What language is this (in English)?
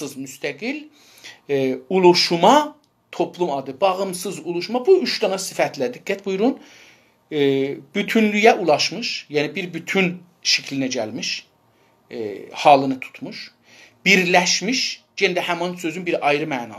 South Azerbaijani